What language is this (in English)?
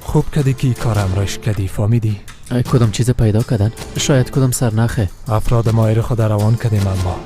Persian